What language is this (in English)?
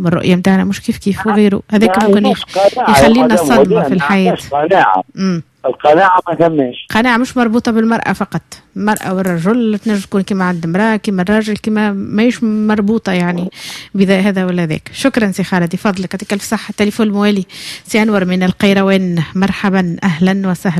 Tunisian Arabic